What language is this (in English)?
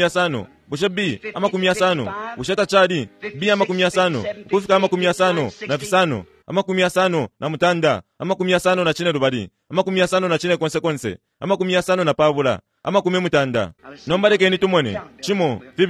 Bemba